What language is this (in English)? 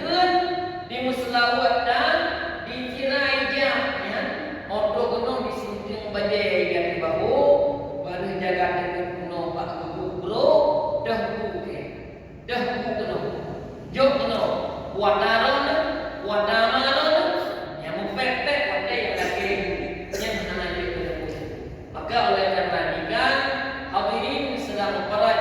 Achinese